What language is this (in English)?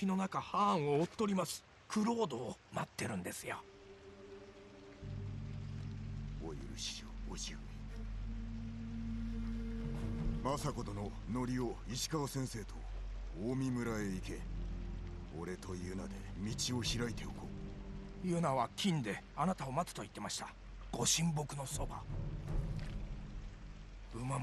Japanese